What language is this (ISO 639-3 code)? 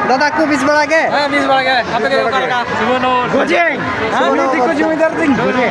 sat